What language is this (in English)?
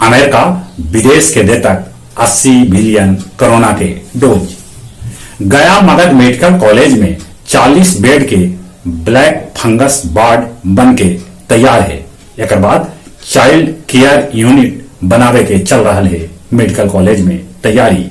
Magahi